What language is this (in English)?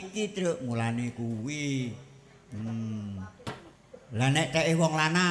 Javanese